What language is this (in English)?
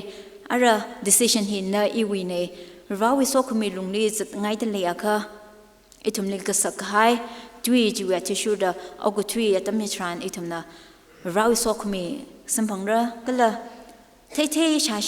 Tangkhul Naga (India)